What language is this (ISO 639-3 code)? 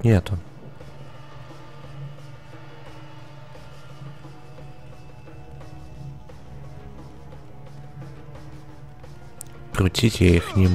rus